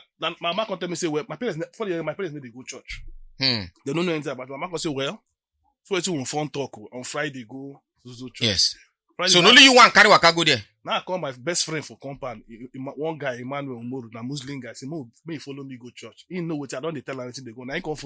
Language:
Nigerian Pidgin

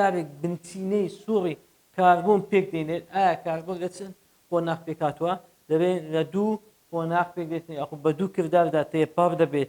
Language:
Central Kurdish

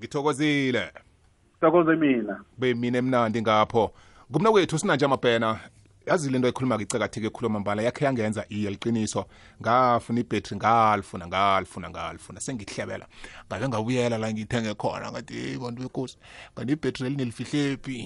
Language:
South Ndebele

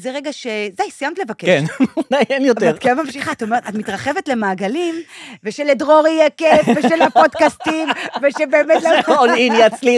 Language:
Hebrew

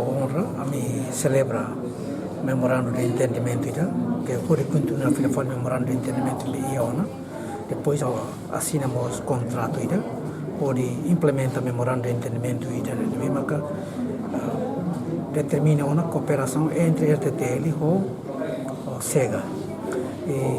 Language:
Tetum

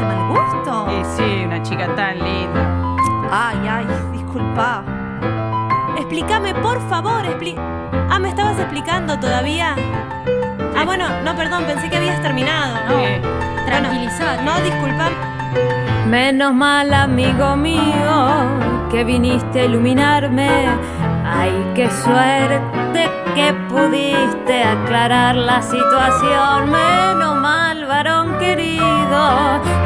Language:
Spanish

